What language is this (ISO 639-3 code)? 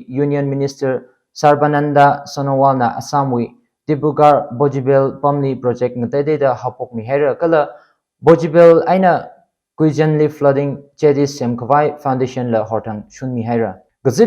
nmf